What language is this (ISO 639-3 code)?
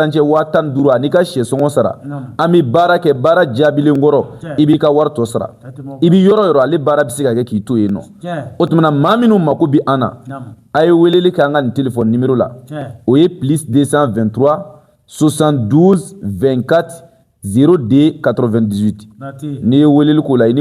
bam